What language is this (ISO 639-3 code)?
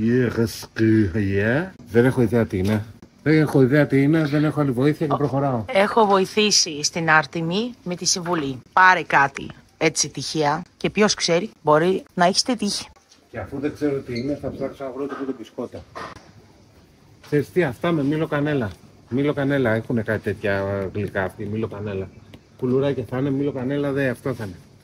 ell